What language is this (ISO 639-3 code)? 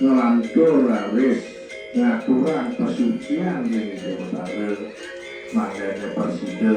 ban